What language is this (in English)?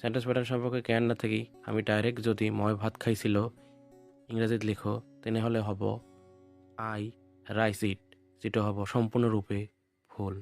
Assamese